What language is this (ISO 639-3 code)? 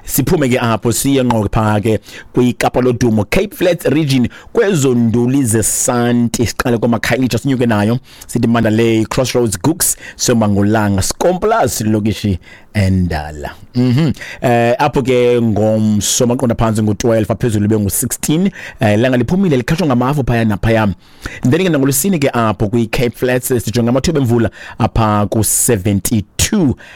xho